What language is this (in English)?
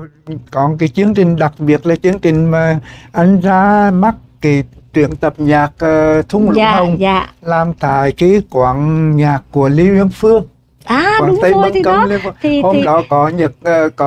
Vietnamese